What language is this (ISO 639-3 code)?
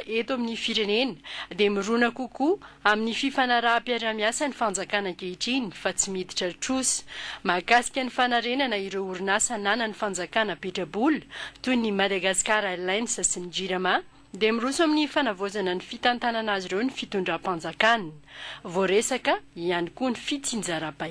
mlg